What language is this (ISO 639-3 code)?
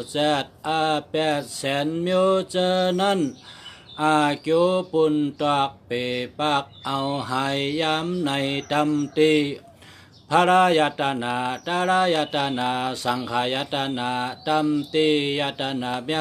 shn